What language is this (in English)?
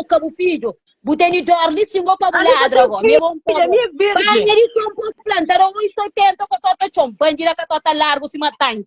Kabuverdianu